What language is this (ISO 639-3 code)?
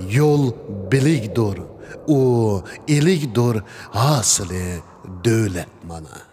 uig